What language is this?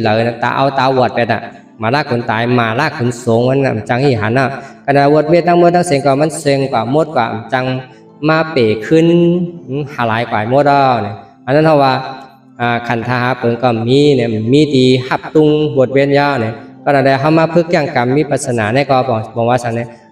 Shan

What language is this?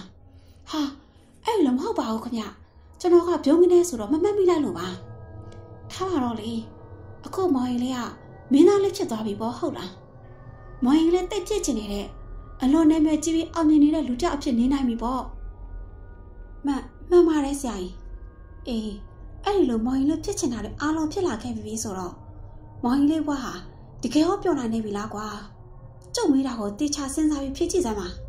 Burmese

